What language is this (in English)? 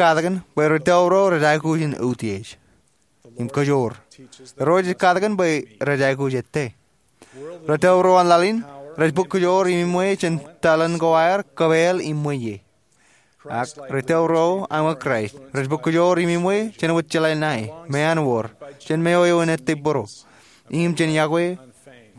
Marshallese